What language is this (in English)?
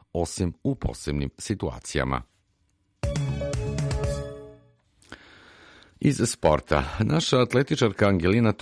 Serbian